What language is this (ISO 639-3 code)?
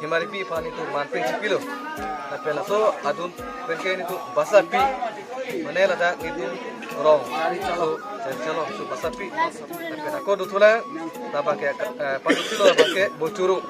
mjw